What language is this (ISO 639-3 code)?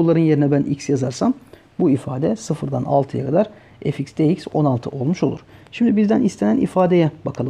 tur